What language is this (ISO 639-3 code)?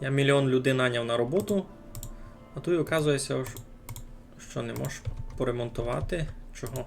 rue